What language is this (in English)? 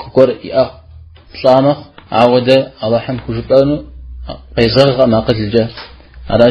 Kabardian